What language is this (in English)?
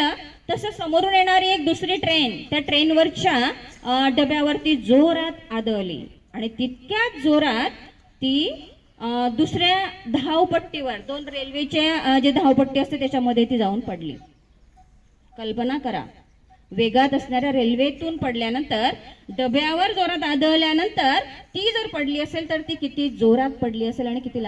Marathi